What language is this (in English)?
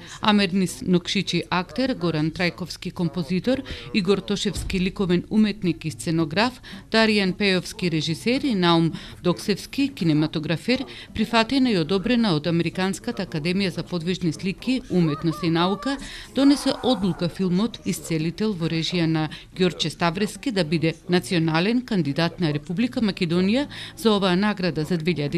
Macedonian